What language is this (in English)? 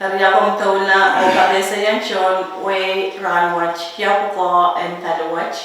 Pohnpeian